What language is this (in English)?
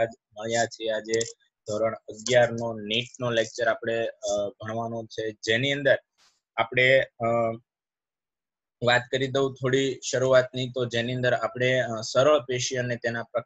Gujarati